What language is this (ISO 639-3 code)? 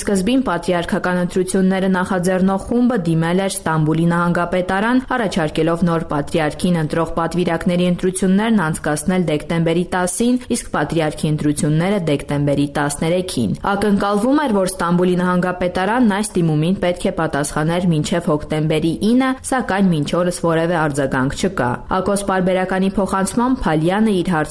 hye